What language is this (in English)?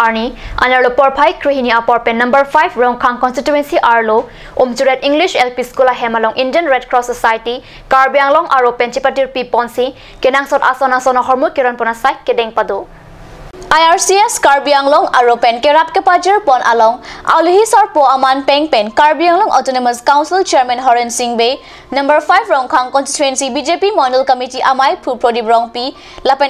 Karbi